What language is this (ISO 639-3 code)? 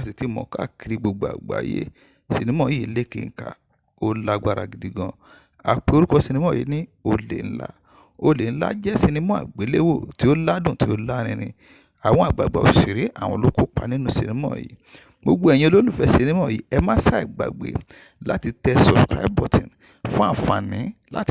yor